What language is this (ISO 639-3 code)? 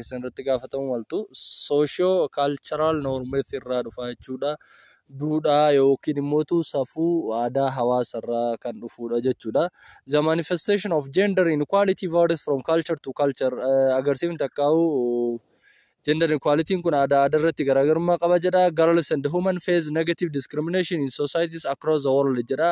orm